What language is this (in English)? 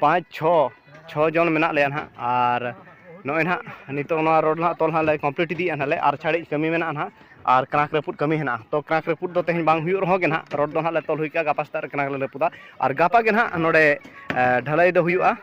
Santali